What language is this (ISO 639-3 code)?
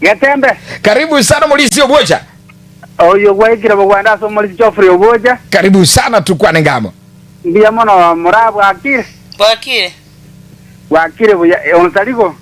guz